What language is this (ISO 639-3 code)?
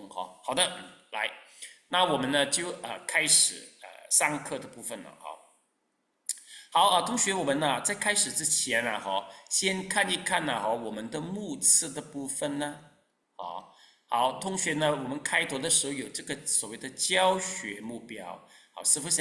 zho